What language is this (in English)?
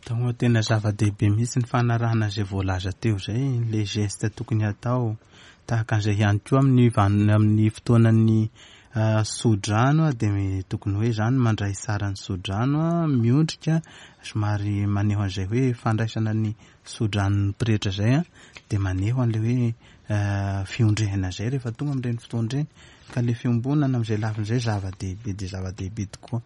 Malagasy